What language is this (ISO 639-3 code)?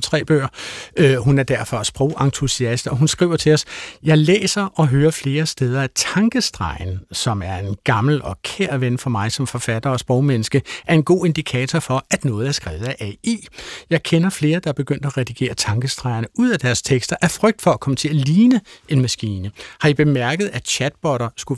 dan